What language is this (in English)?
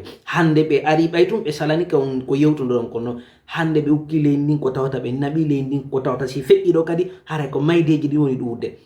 Fula